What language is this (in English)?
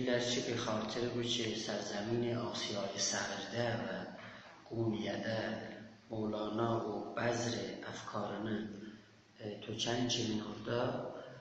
South Azerbaijani